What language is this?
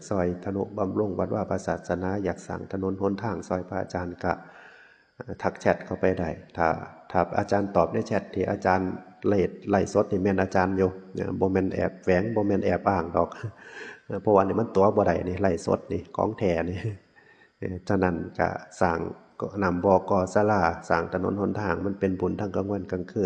Northeastern Thai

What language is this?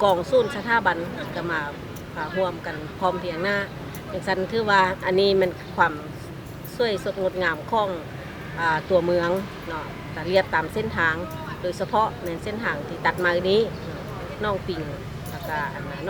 Lao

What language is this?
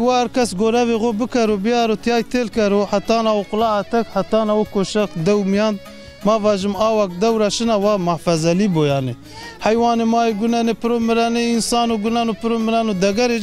Zaza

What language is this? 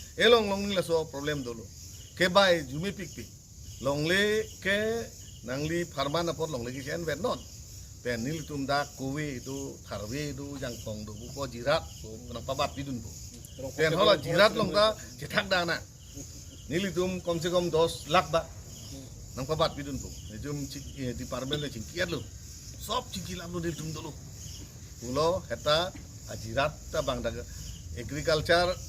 Karbi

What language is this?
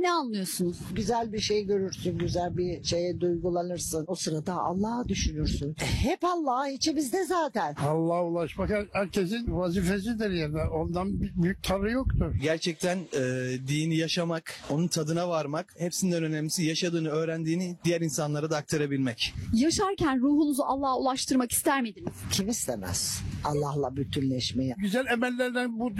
Turkish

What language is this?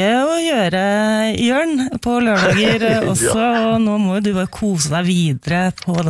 Norwegian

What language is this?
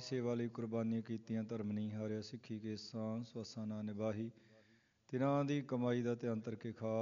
Punjabi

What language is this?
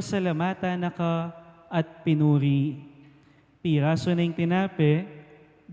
Pampanga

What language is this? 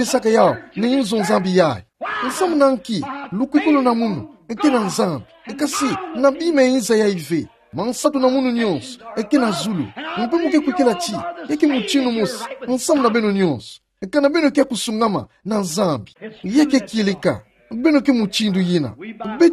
Kituba (Democratic Republic of Congo)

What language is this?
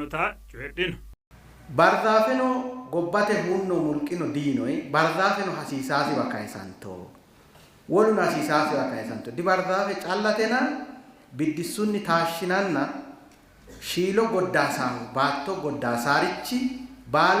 Sidamo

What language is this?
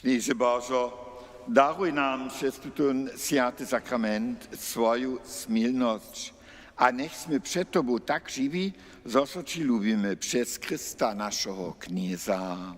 Upper Sorbian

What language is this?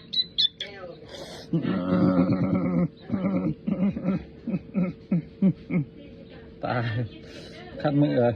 Lao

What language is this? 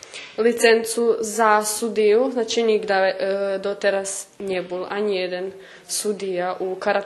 Rusyn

